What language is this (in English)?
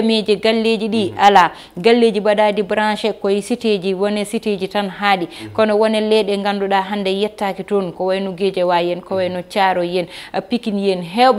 Fula